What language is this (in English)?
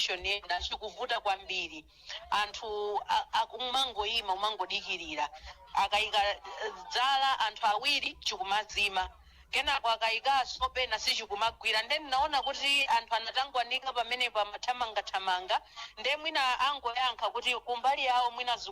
Nyanja